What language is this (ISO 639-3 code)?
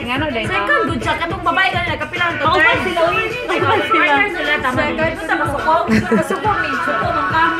ceb